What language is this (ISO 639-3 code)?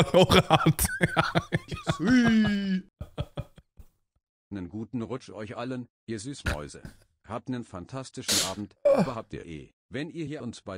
deu